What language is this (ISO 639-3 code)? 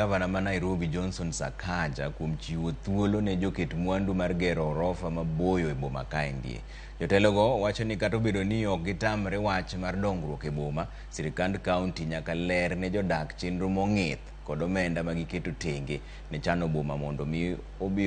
luo